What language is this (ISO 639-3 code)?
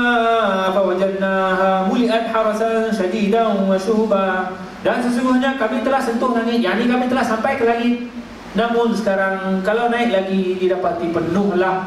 msa